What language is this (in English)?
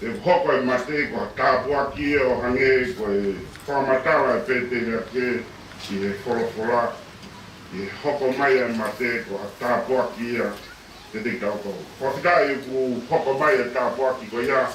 Tongan